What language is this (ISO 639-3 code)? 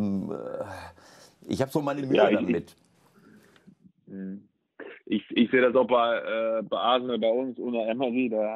deu